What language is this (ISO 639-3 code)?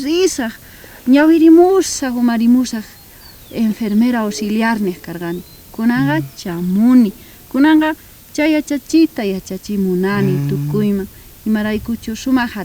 quh